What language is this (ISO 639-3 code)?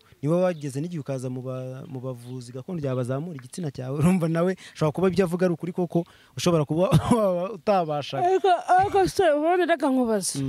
kin